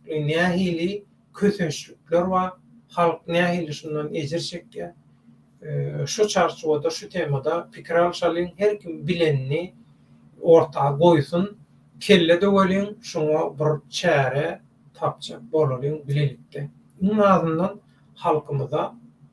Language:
Turkmen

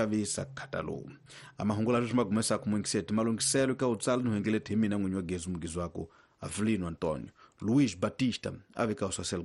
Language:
Tsonga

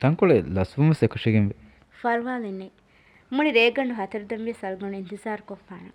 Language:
Divehi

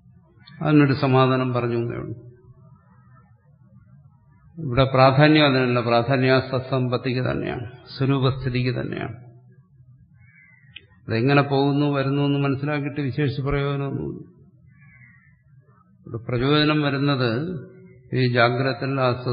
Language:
Malayalam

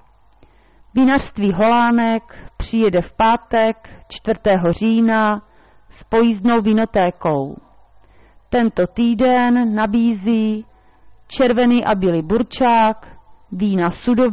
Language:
Czech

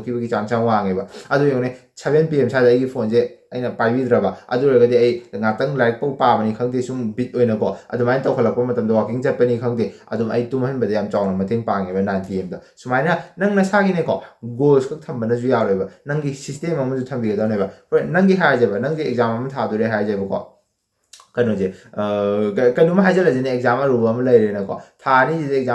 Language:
Manipuri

